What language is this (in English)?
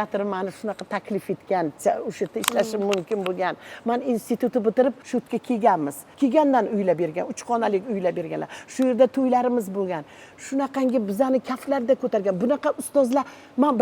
Uzbek